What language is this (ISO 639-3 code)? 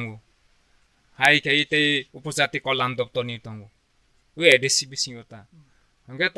trp